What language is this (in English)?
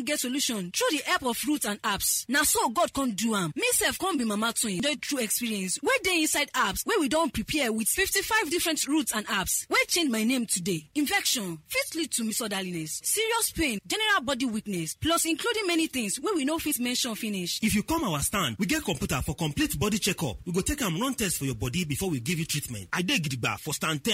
Nigerian Pidgin